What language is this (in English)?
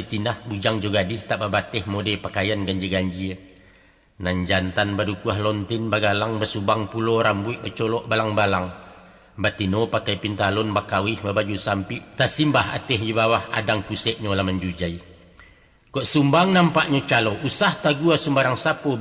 Minangkabau